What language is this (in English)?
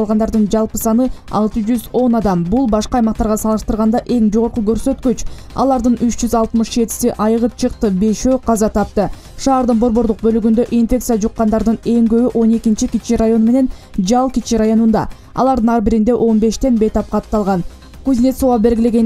Kyrgyz